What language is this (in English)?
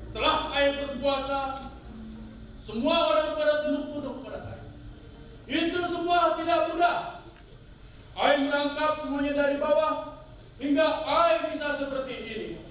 Betawi